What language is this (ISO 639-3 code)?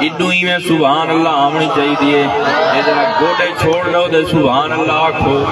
skr